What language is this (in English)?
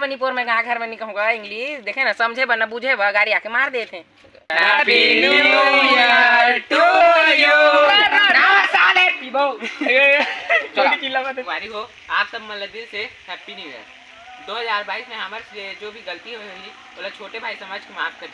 Chhattisgarhi